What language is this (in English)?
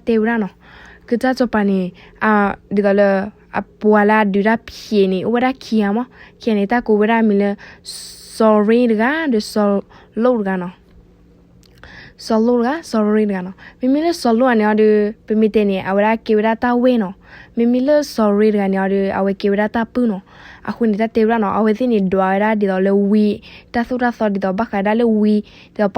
S'gaw Karen